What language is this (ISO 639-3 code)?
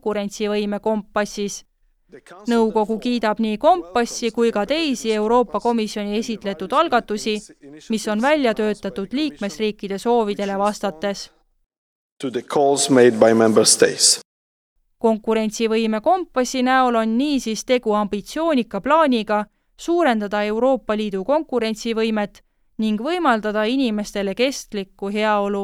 est